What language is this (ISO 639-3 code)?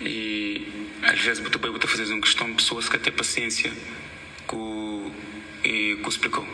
kea